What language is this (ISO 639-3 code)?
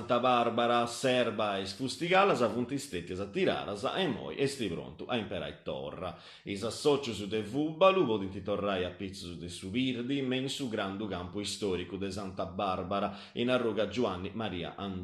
srd